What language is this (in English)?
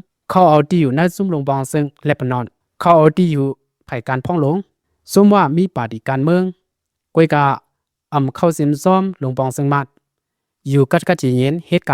Lao